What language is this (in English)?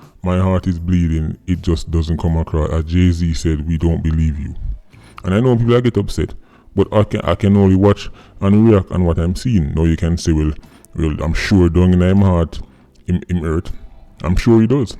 Jamaican Creole English